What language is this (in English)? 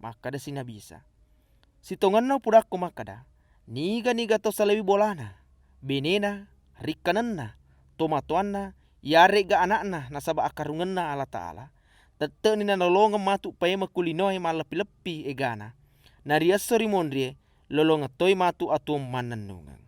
Buginese